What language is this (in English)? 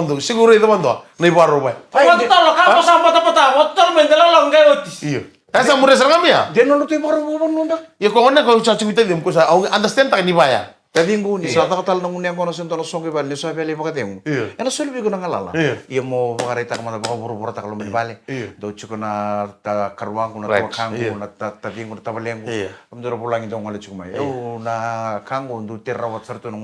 Fijian